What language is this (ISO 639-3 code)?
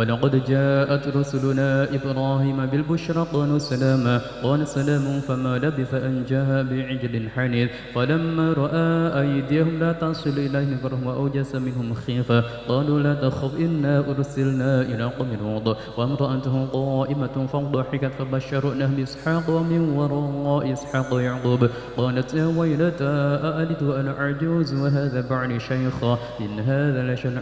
ara